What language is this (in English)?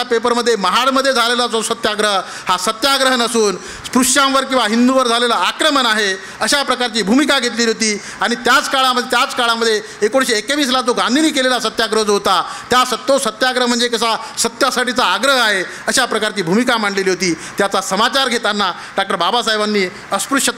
Marathi